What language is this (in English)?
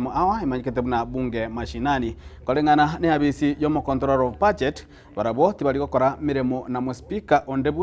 Gusii